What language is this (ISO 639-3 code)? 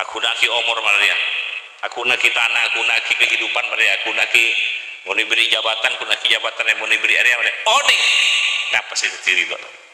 mad